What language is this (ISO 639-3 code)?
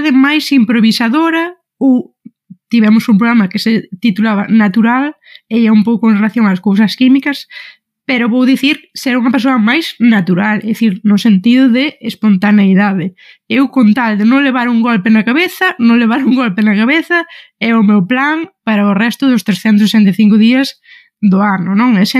glg